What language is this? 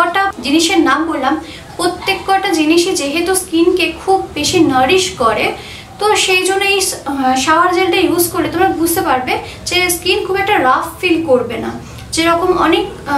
Bangla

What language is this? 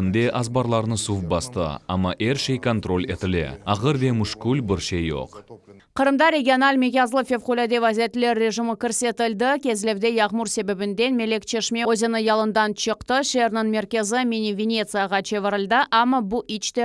Crimean Tatar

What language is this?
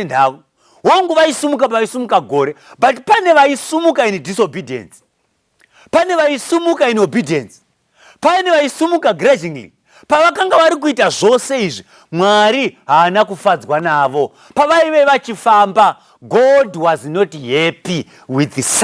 Shona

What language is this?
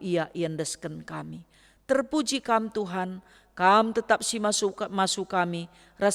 Batak Karo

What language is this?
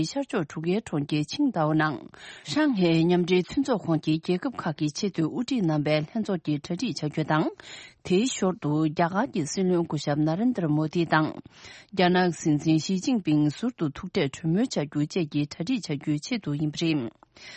Tibetan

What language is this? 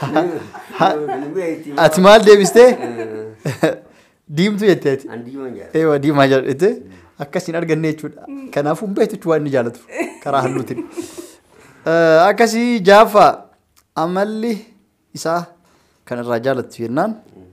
Oromo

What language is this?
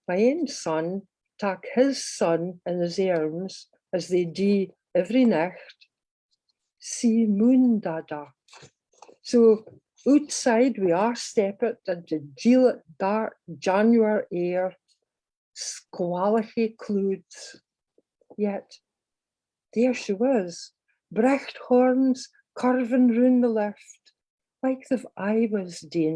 Scots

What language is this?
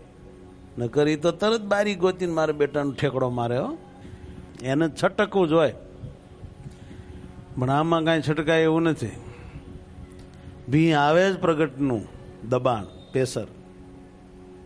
Gujarati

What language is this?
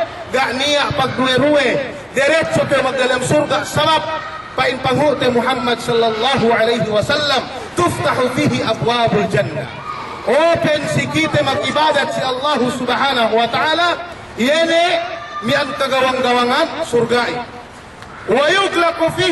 Yakan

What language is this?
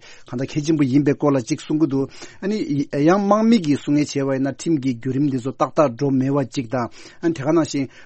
Tibetan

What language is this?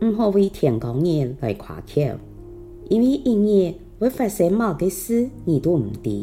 Hakka Chinese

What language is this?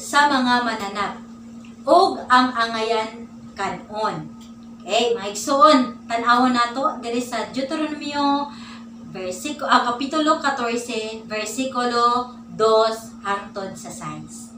Cebuano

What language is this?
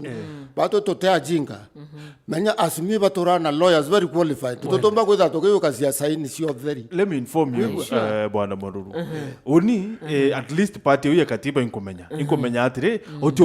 Meru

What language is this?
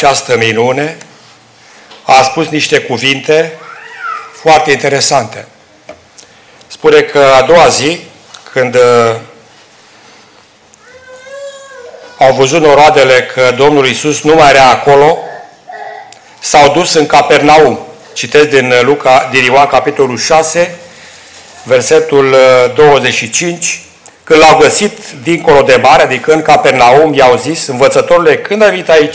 Romanian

